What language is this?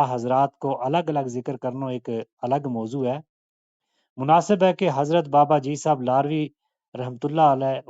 Gujari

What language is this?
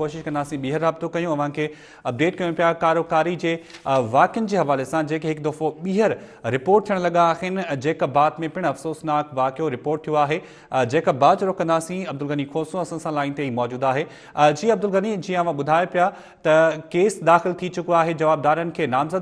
Sindhi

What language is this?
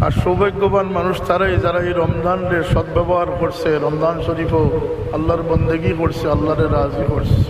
Sylheti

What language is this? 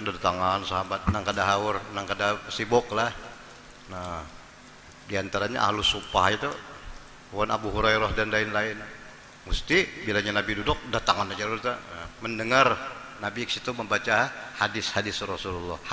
Banjar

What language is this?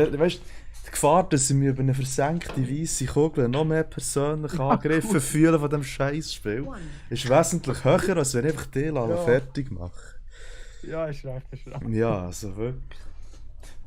Swiss German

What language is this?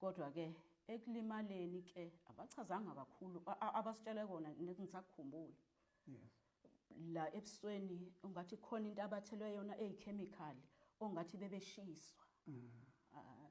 Zulu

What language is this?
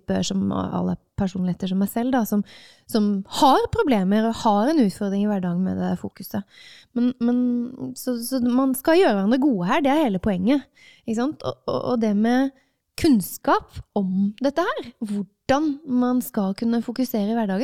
Norwegian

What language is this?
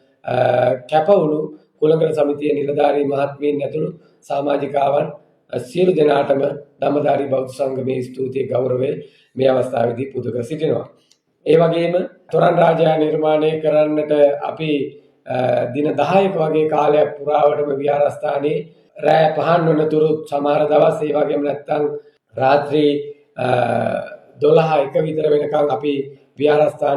Sinhala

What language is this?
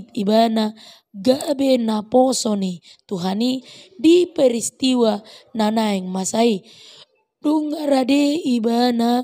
Batak Toba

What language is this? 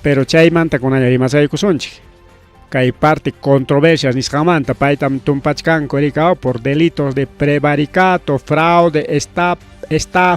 Ayacucho Quechua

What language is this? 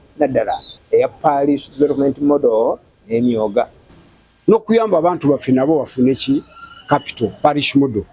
Ganda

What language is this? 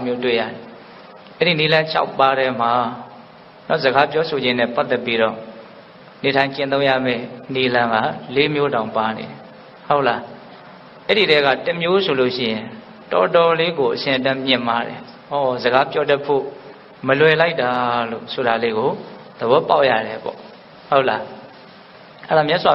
Burmese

